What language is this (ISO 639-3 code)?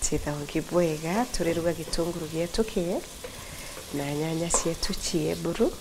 mer